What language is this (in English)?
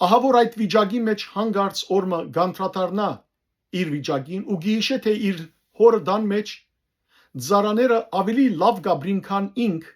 Western Armenian